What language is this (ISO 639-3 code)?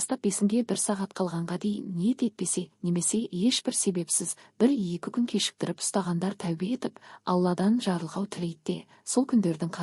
kaz